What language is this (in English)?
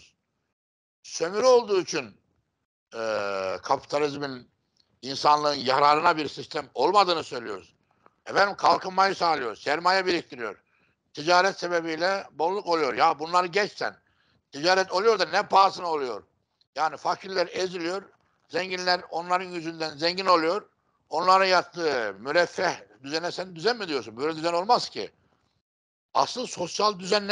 Turkish